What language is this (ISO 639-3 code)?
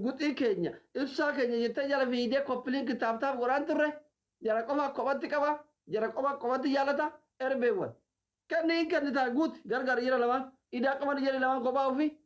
orm